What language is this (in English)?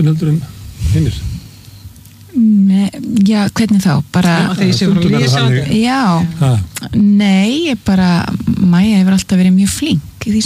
Icelandic